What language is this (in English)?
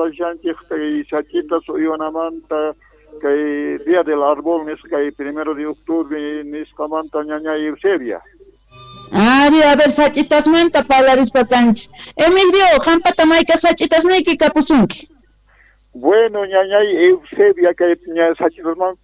Quechua